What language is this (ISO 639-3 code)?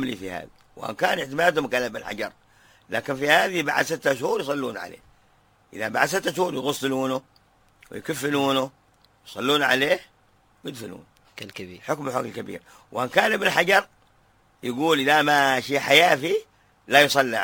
ara